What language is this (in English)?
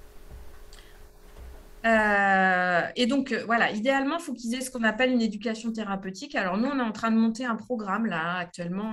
French